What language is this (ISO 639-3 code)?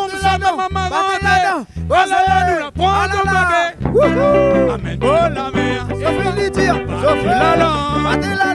rcf